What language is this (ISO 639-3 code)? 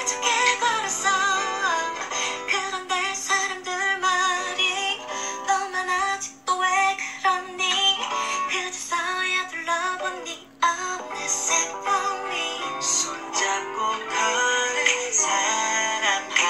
kor